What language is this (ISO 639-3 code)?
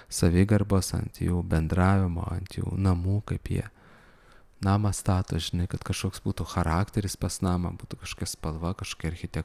lit